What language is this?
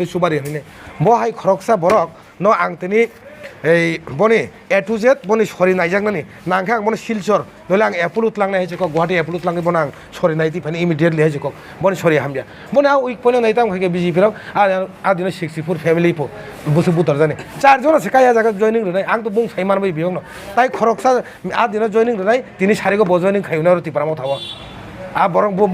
Kok Borok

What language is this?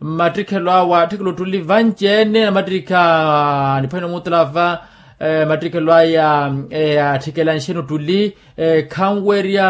Makhuwa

